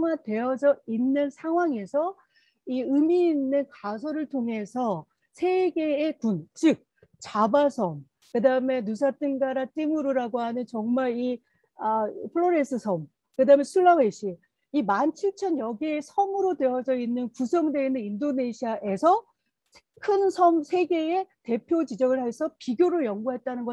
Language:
Korean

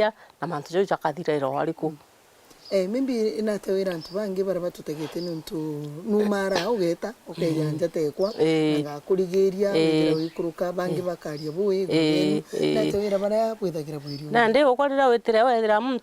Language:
Meru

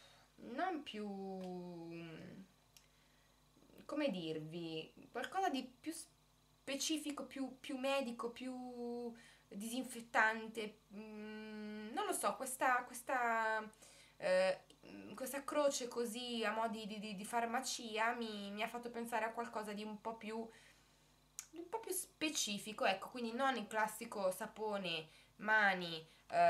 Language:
Italian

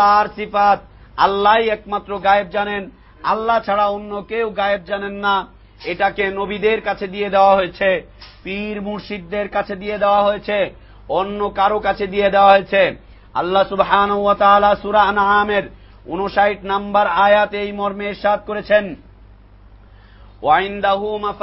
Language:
Bangla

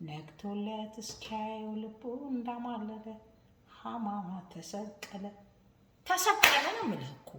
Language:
Amharic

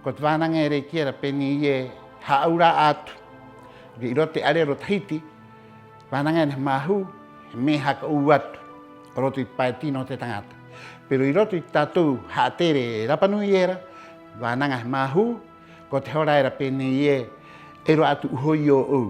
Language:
Rapanui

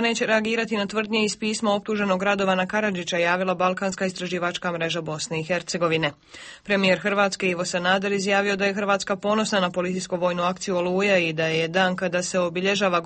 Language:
Croatian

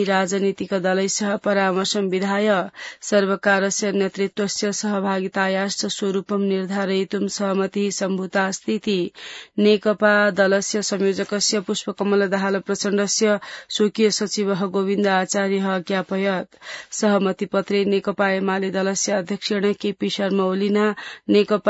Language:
Sanskrit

